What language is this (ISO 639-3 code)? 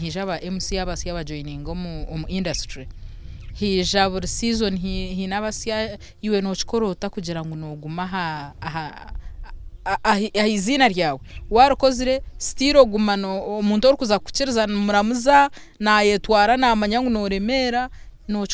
nyn